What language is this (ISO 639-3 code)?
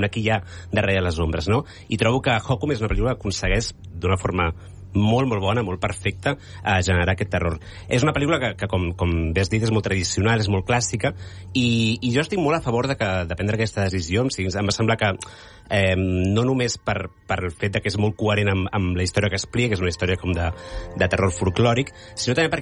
cat